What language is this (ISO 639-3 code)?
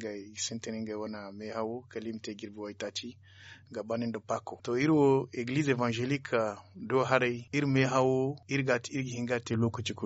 dje